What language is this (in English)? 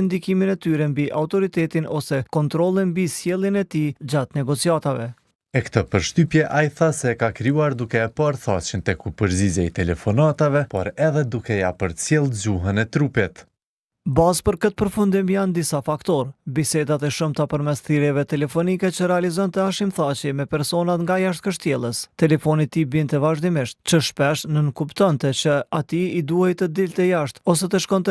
Albanian